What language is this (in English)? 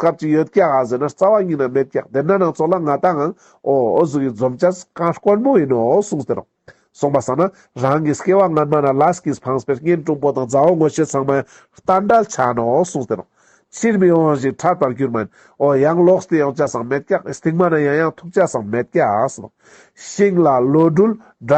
Ladakhi